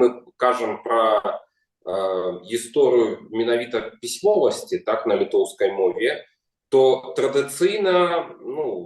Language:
Belarusian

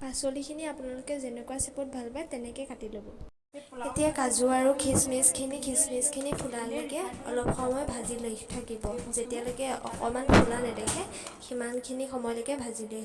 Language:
Assamese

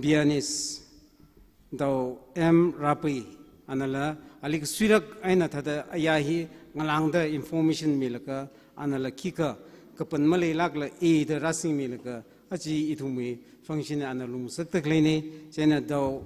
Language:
Tangkhul Naga (India)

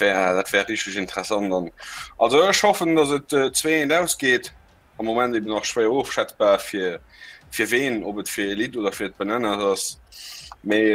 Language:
Luxembourgish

